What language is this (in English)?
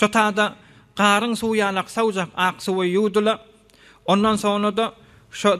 Turkmen